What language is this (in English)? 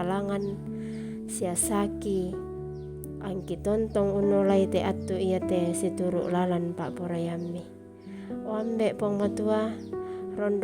Toraja-Sa'dan